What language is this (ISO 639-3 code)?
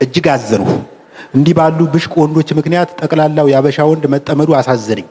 amh